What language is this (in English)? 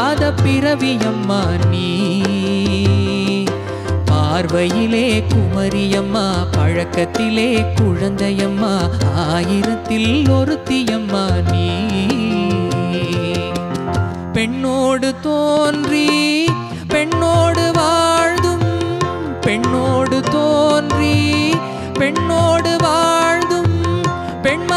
Tamil